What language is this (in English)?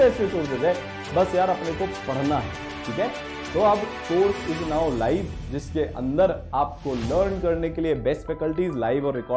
Hindi